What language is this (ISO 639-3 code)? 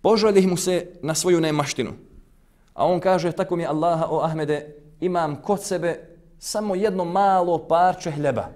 bos